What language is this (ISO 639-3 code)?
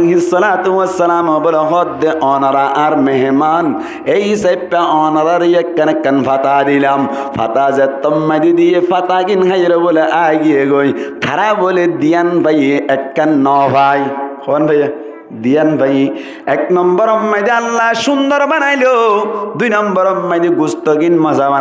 rhg